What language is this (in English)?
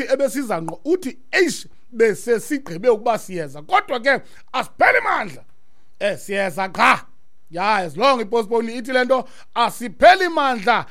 Xhosa